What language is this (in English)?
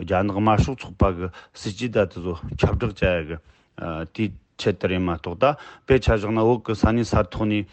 Tibetan